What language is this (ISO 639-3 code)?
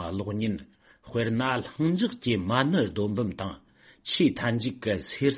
bod